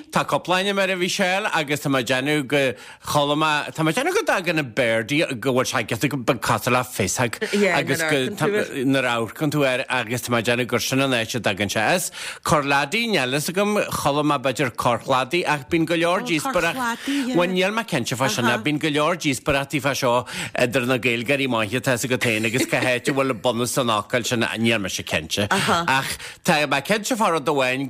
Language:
Irish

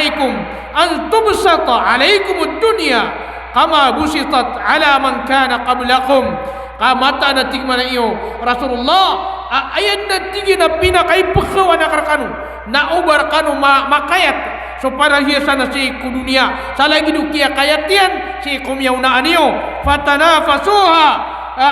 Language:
Maranao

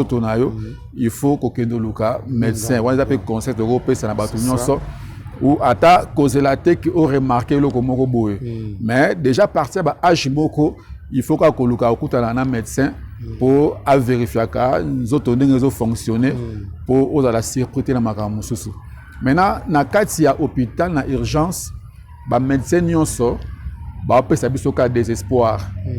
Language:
Lingala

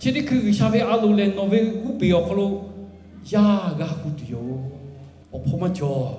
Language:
Lahu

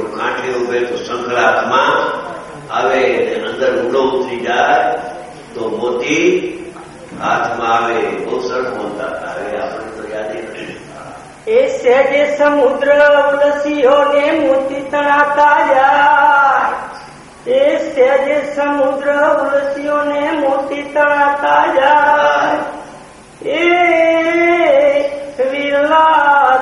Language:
Gujarati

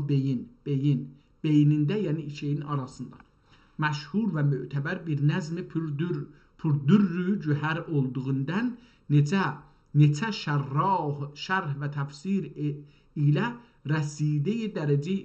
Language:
South Azerbaijani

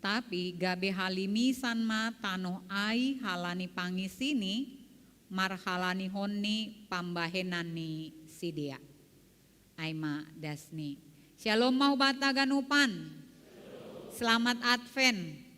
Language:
Batak Simalungun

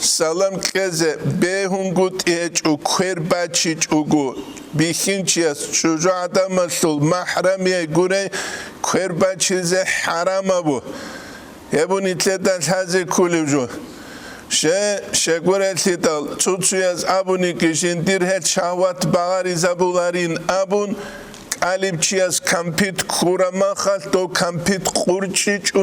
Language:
Avaric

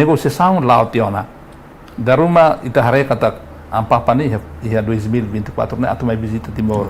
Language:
Tetum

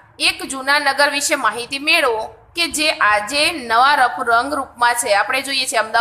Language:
Gujarati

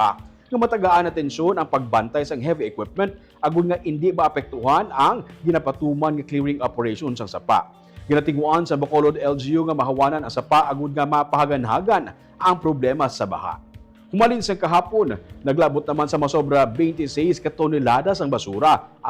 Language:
Hiligaynon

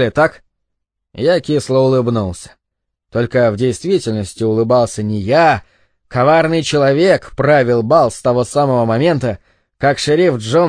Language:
Russian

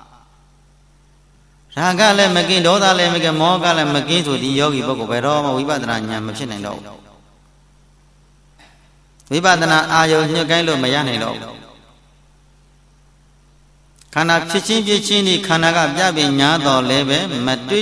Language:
Burmese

